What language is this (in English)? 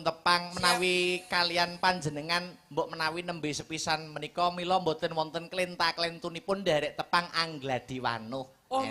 Javanese